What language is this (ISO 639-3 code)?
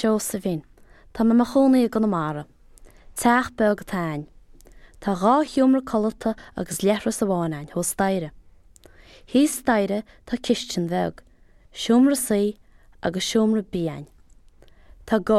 gle